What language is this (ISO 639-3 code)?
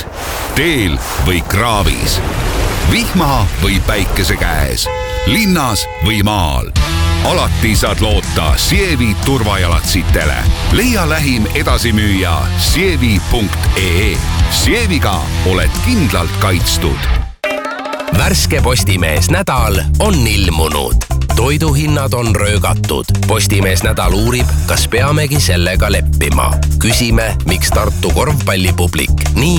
est